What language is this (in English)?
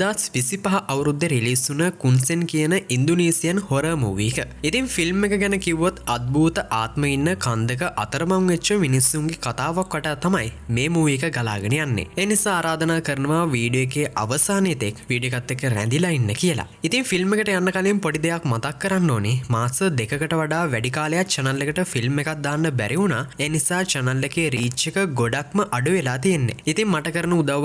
Sinhala